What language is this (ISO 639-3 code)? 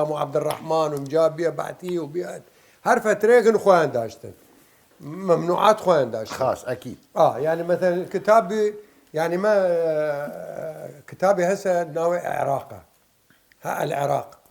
sdh